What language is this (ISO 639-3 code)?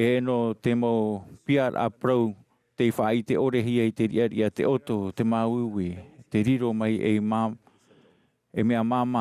tah